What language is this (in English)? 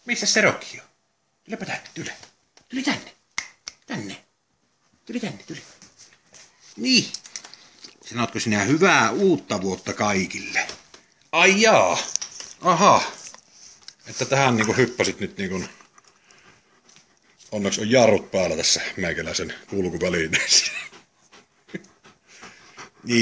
Finnish